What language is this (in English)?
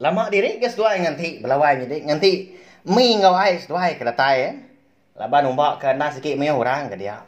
Iban